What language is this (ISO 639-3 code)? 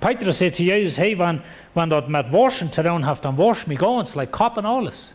pdt